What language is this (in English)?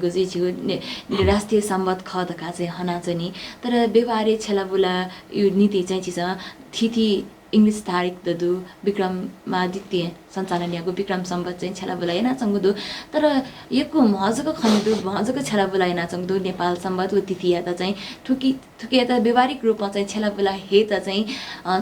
Newari